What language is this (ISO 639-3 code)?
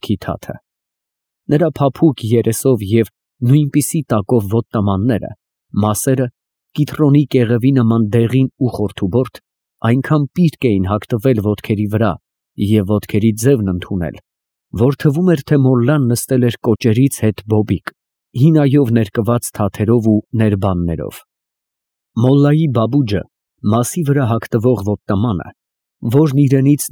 hye